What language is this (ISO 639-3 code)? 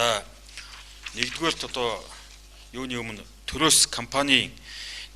mon